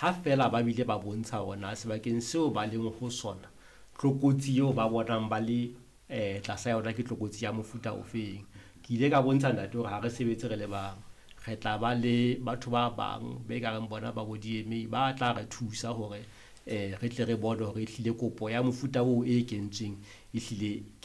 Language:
Southern Sotho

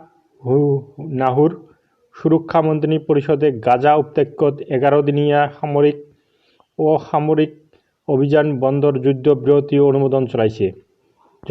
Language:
Assamese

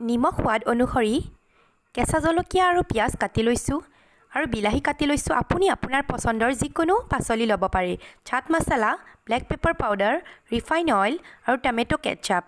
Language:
Assamese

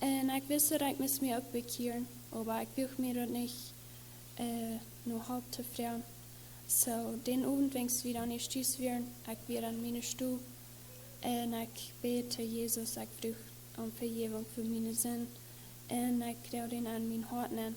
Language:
Plautdietsch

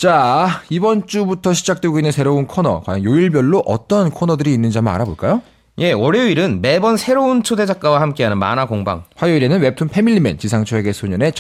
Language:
Korean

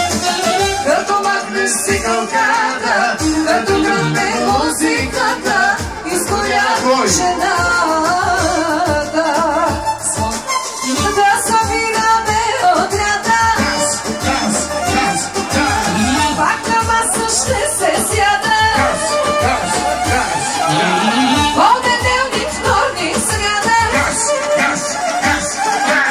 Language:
Bulgarian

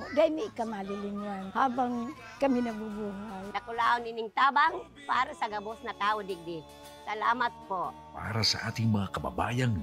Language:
Bikol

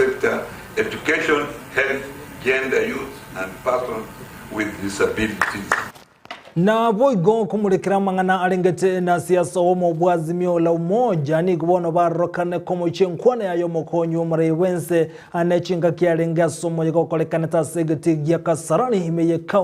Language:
Gusii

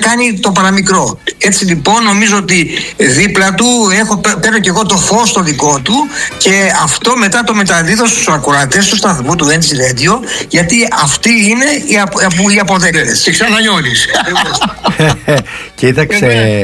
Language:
Greek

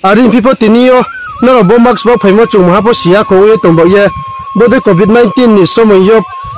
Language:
Riang (India)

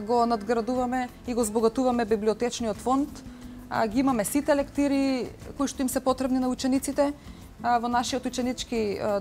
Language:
Macedonian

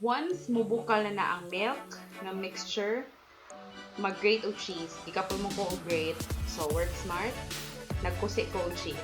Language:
Cebuano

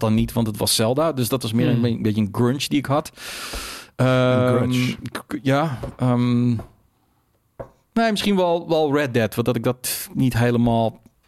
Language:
Dutch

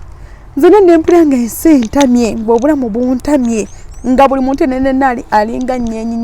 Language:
Ganda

